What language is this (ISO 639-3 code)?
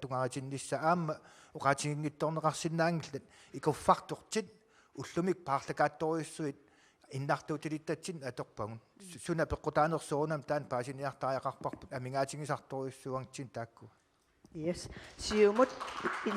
kal